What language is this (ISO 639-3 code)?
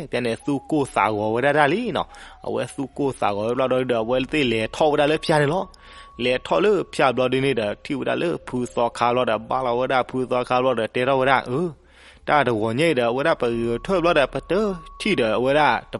ksw